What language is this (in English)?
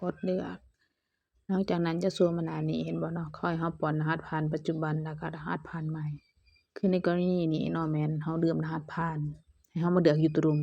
Lao